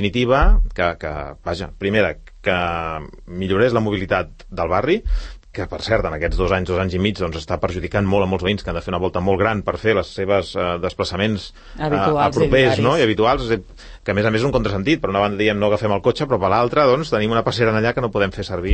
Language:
Catalan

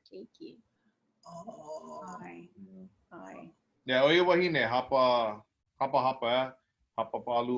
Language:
Hawaiian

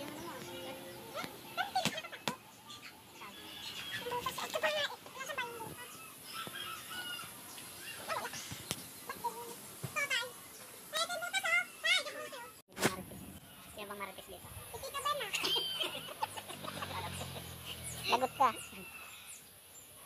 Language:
Filipino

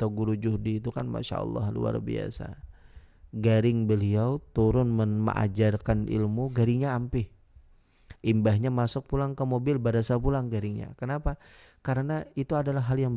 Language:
Banjar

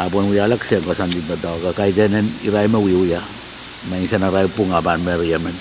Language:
Pohnpeian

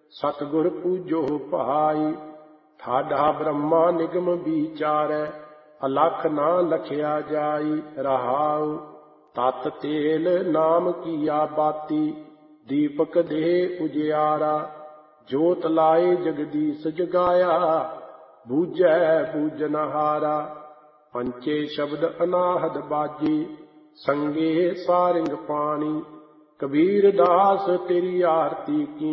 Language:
Punjabi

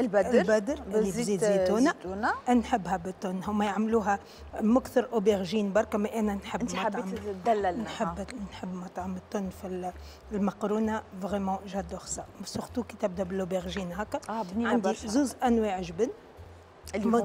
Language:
Tunisian Arabic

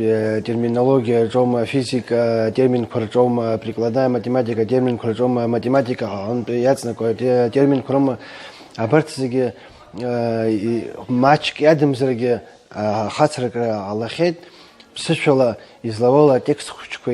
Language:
Abkhazian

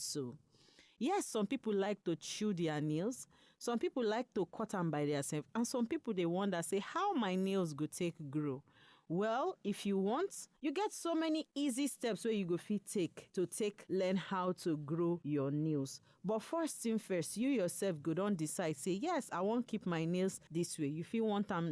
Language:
Nigerian Pidgin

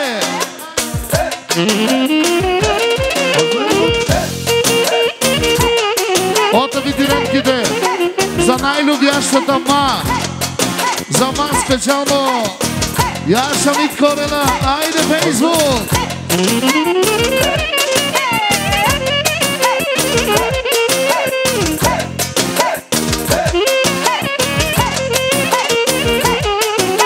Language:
Bulgarian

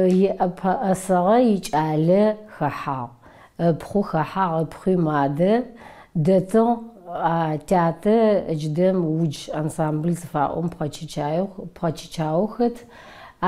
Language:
Adyghe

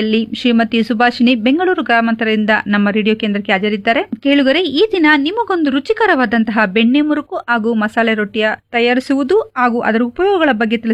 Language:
Kannada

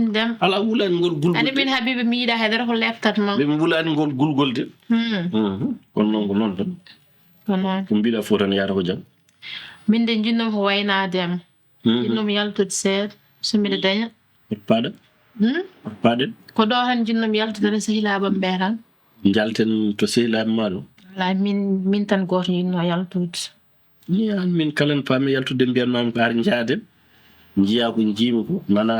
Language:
Fula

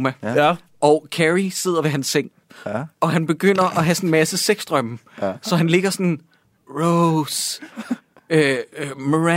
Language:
Danish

